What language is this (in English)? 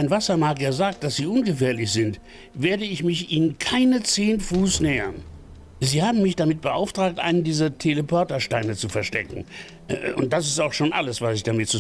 Bavarian